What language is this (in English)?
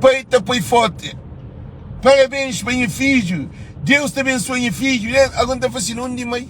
Kabuverdianu